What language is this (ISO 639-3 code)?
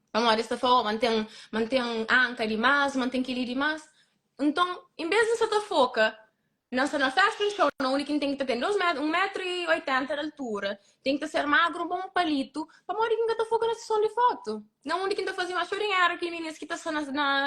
kea